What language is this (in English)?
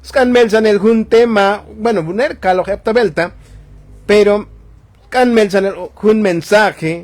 Tzotzil